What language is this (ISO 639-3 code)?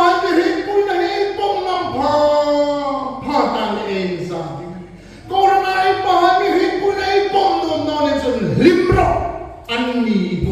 hmr